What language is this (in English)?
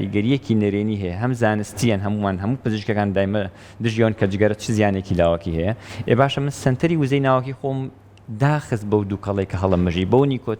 Central Kurdish